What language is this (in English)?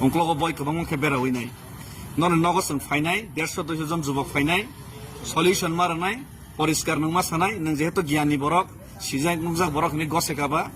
Kok Borok